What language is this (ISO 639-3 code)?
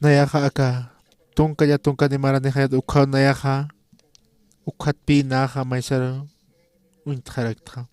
aym